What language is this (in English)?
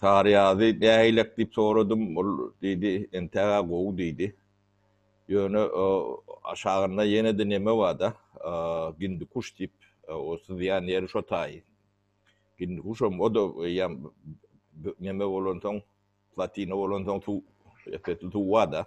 Turkmen